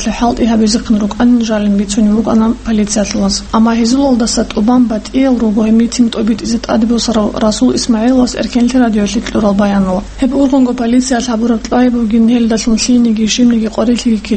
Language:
Avaric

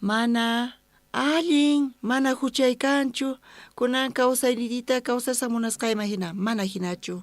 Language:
South Bolivian Quechua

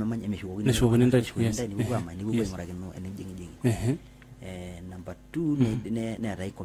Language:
Masai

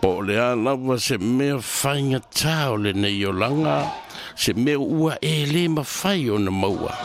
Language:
Samoan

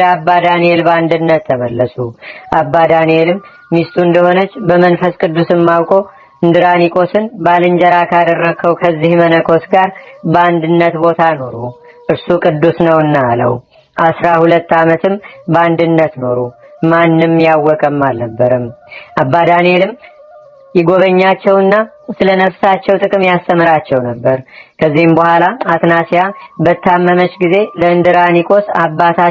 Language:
Amharic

